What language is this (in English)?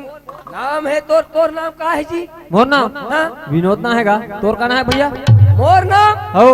Chhattisgarhi